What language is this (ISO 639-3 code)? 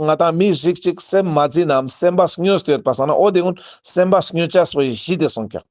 lbj